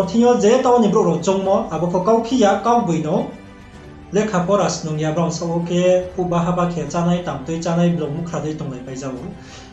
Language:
Riang (India)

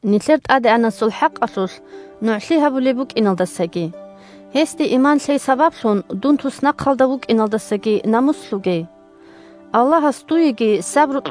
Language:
Avaric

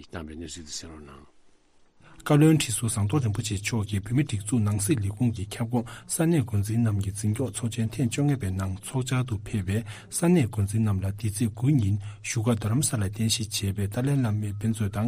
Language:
Tibetan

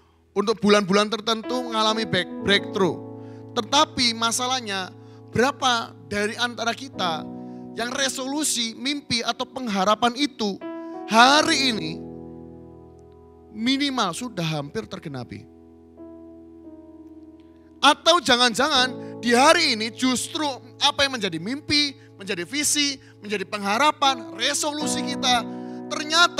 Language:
Indonesian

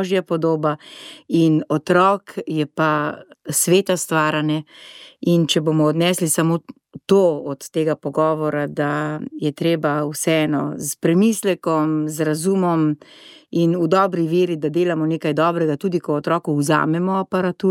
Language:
Slovenian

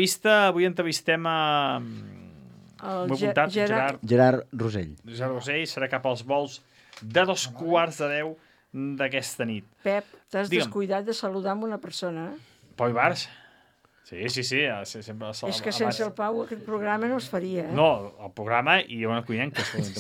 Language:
Catalan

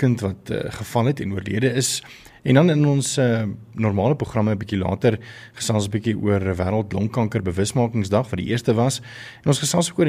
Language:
Afrikaans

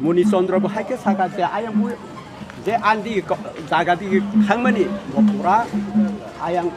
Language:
Kok Borok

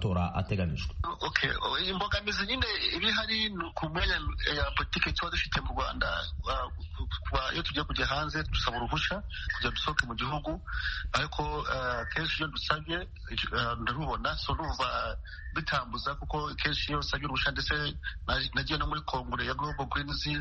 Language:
Kinyarwanda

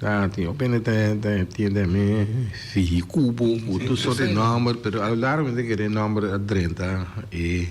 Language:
Papiamento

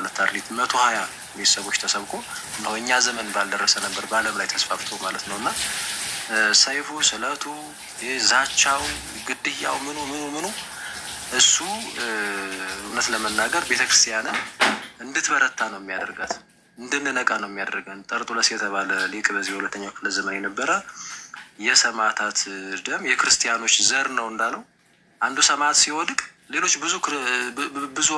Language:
Amharic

